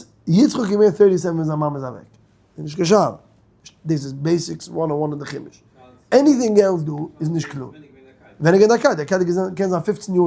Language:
Yiddish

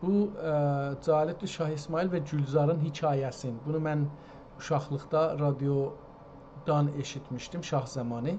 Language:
South Azerbaijani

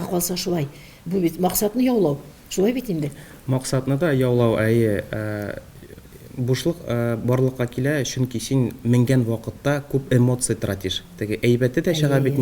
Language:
Tatar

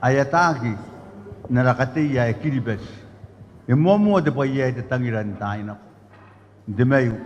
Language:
Gilbertese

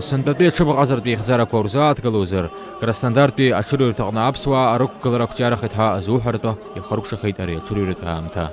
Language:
Abkhazian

